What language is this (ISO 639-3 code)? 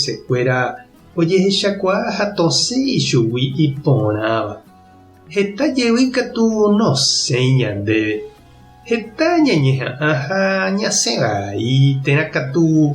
grn